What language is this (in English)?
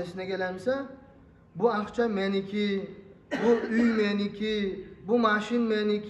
Kumyk